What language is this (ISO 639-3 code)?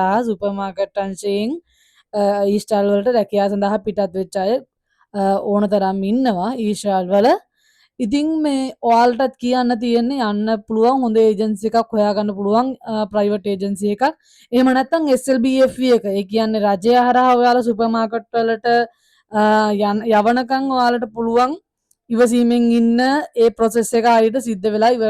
sin